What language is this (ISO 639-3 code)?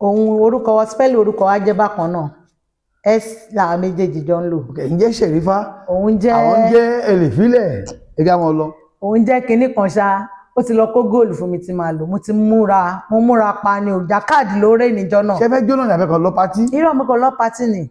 yor